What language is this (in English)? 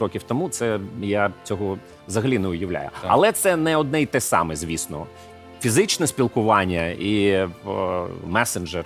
Ukrainian